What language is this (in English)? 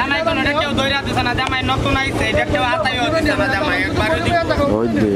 Sylheti